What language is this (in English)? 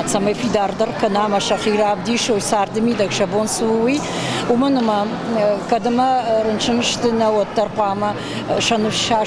Ossetic